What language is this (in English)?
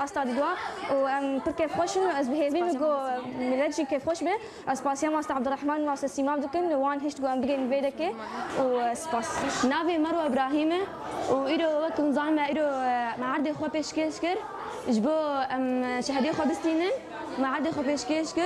Kurdish